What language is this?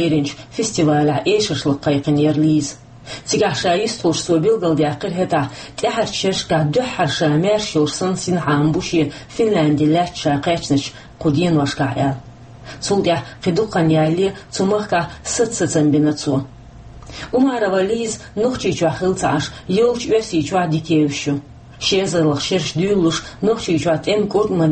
Chechen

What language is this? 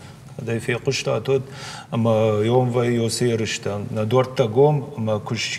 Ossetic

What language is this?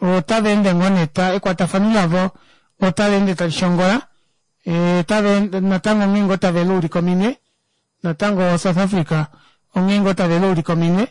Kuanyama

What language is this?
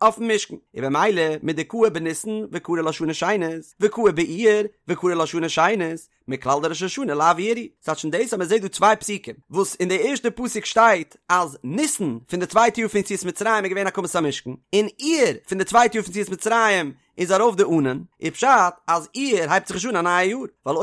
Yiddish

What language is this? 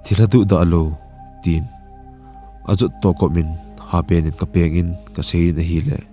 Thado Chin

